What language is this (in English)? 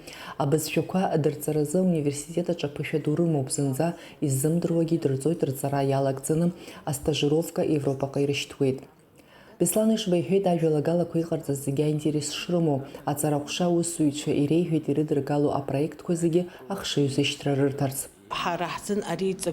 Abkhazian